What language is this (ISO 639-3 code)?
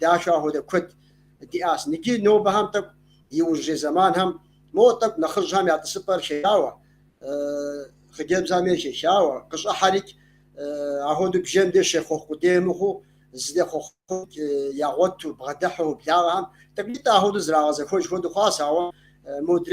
kbd